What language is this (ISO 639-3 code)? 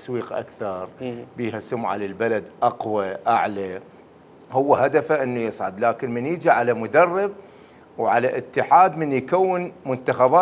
acm